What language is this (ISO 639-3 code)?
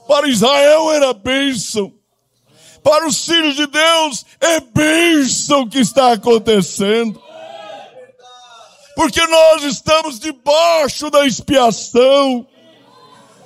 por